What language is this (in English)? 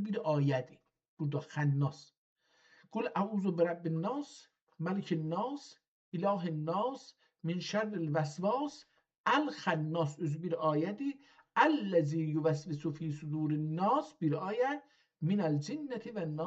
South Azerbaijani